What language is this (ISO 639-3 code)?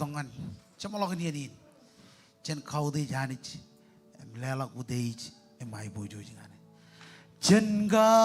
mah